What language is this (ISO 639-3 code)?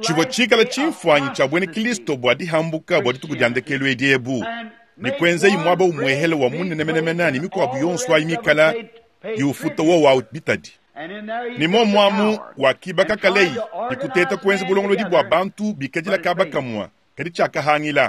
lua